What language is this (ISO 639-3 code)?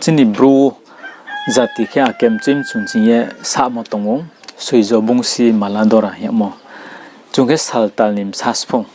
ria